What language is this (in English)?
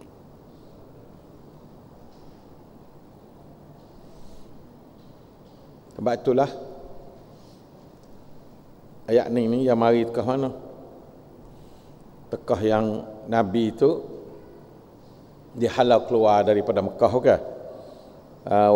Malay